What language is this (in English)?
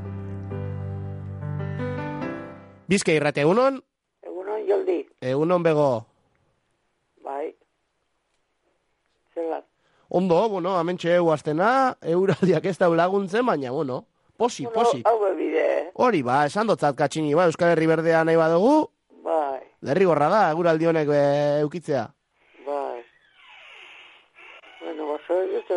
Basque